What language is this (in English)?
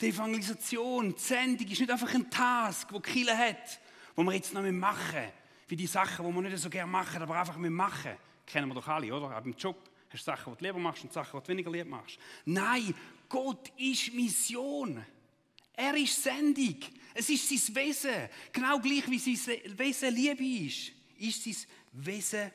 Swiss German